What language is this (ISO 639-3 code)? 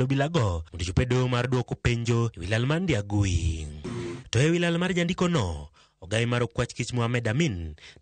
luo